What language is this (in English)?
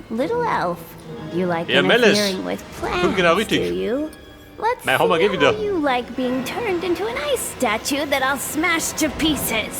Bavarian